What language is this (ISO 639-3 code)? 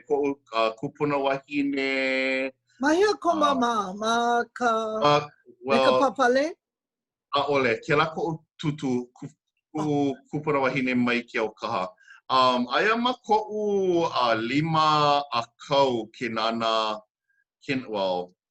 haw